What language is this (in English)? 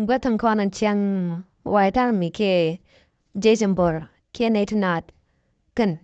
Nuer